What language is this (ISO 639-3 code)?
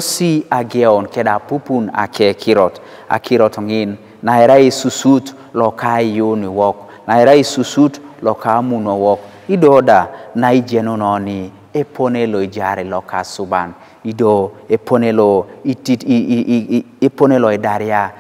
teo